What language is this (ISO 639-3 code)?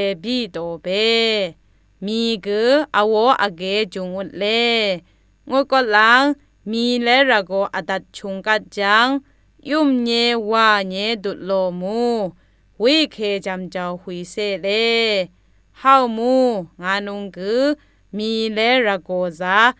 atb